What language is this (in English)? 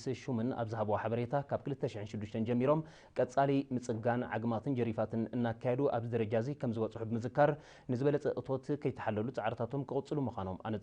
Tigrinya